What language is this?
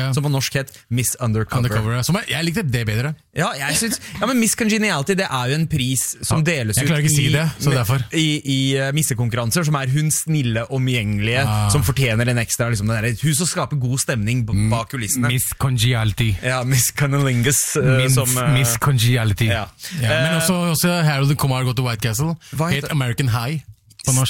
Norwegian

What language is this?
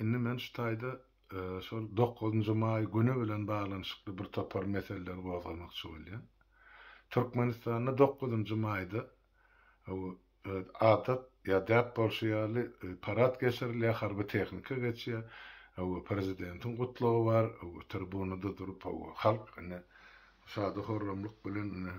Turkmen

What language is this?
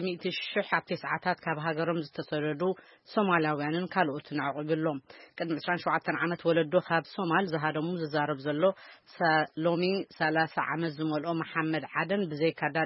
Tigrinya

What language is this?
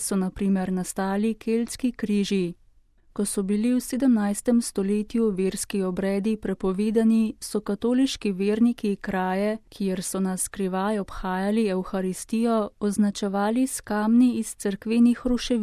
Slovenian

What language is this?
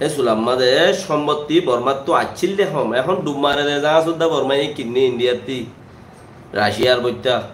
Rohingya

